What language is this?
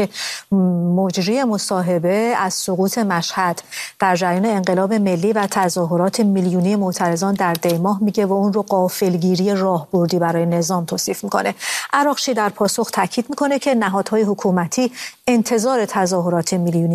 Persian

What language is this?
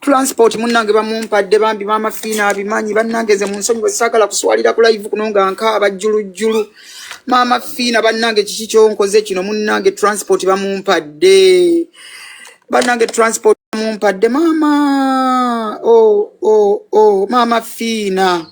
Ganda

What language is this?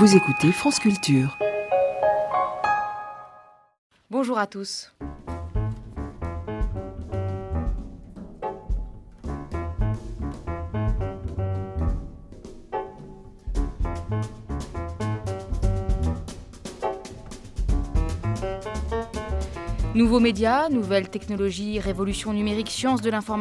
French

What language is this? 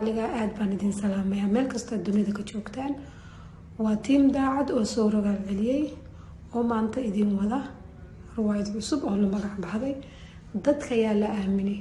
Somali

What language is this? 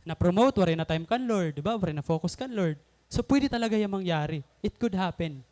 Waray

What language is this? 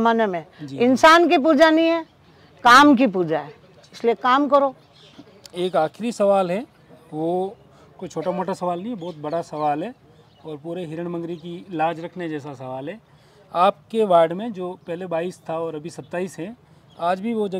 Hindi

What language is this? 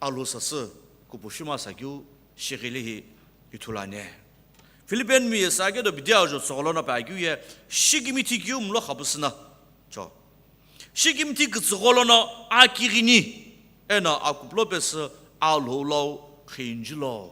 Sumi Naga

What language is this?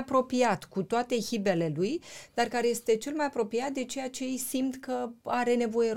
Romanian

